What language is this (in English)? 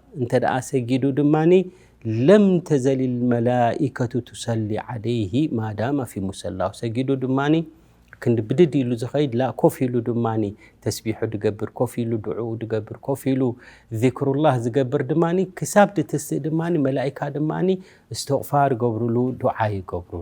Tigrinya